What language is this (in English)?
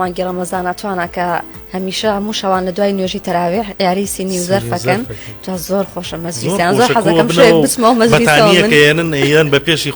Central Kurdish